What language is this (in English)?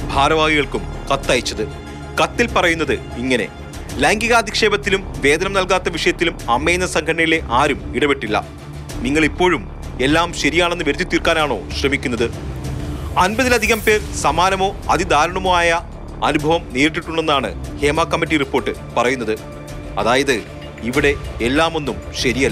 Malayalam